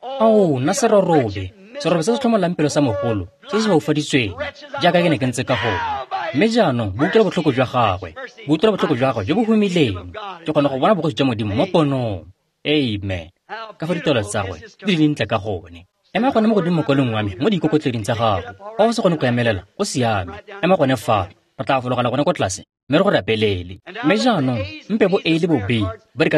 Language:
Tswana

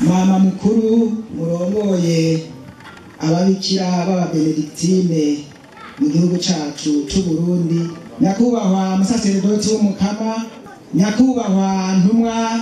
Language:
Rundi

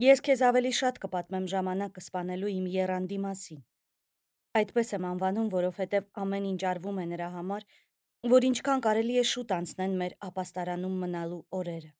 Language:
Armenian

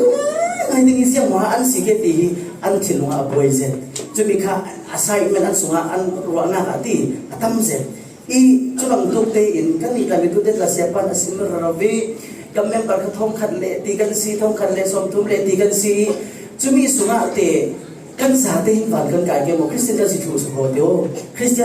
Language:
Falam Chin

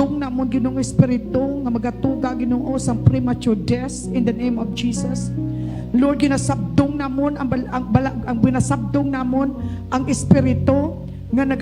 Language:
Hiligaynon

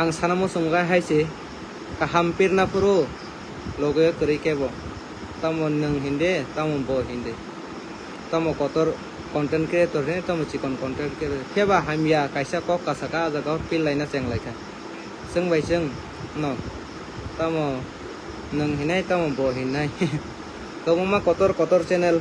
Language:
Kok Borok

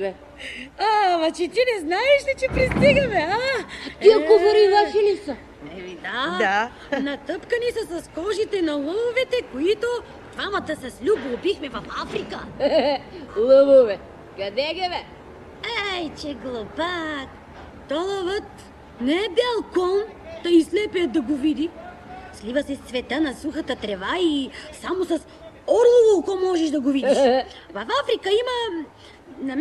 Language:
Bulgarian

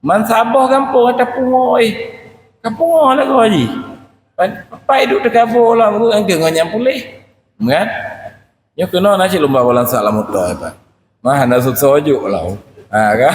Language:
Achinese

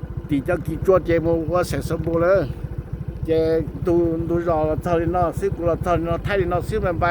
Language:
Hmong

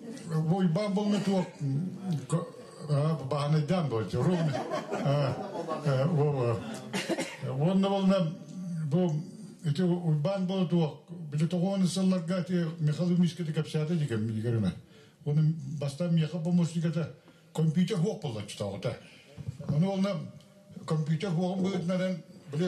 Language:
Yakut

